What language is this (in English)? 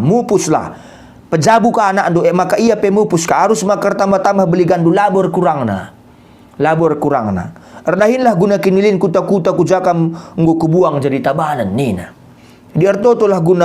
Batak Karo